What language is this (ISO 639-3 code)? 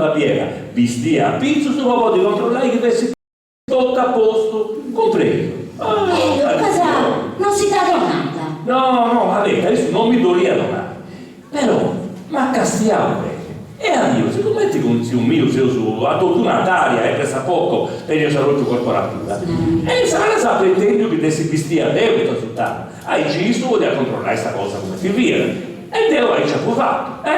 srd